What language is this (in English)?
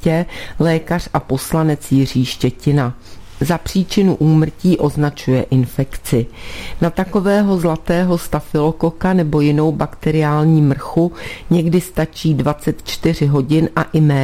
Czech